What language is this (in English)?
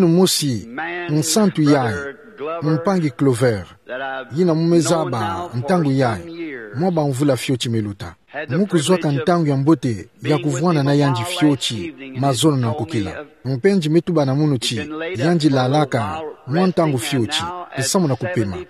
Kituba (Democratic Republic of Congo)